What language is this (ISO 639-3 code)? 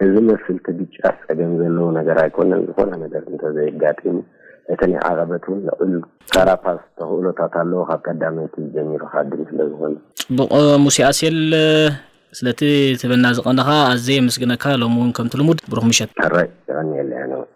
tir